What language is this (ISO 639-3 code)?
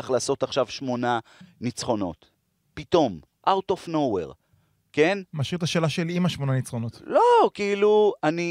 heb